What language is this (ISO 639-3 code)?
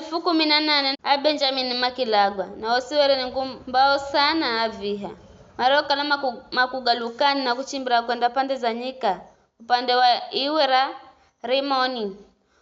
nyf